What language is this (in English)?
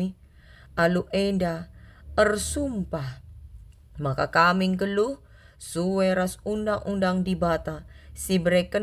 Batak Karo